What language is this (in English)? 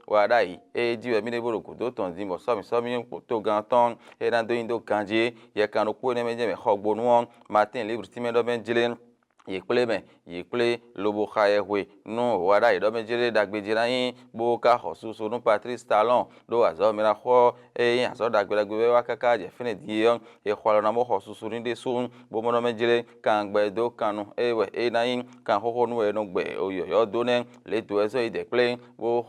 Fon